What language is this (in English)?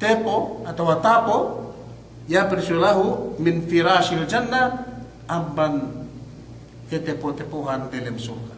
Yakan